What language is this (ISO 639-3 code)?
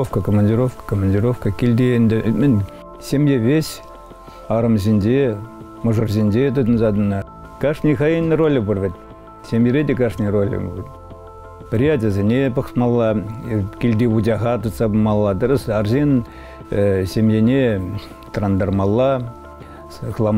chv